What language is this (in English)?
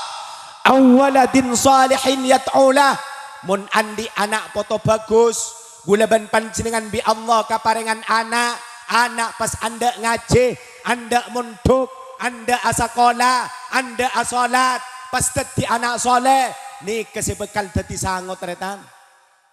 Madurese